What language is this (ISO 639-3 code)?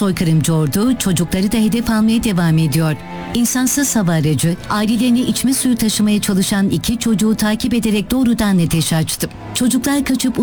tur